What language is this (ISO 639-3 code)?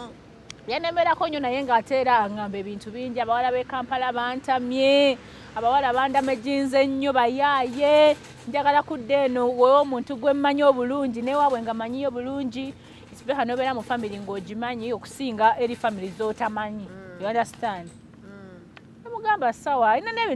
lug